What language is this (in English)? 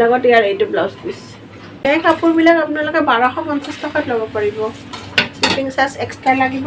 Assamese